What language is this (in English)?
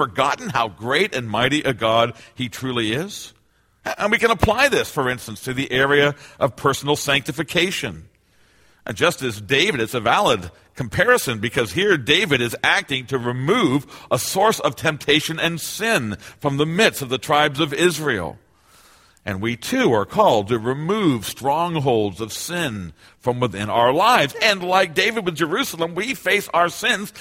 English